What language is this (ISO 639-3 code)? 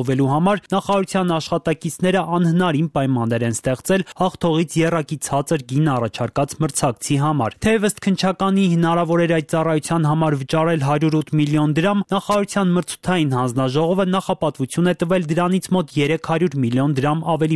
hye